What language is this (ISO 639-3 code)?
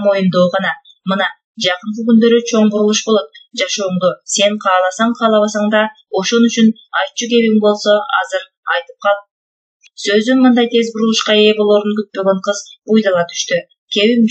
kir